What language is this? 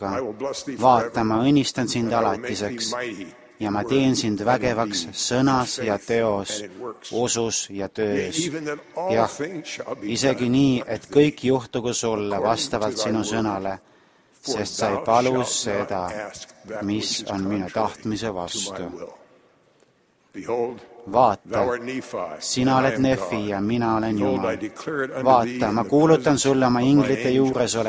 Estonian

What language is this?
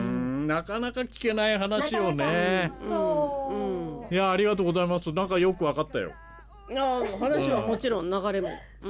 Japanese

